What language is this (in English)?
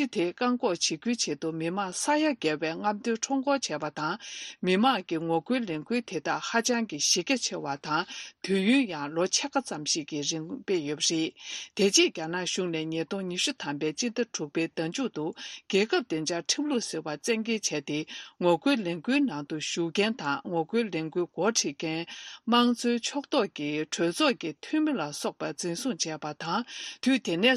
Tibetan